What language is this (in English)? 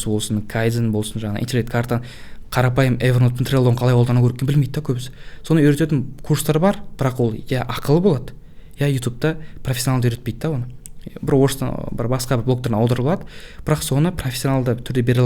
Kazakh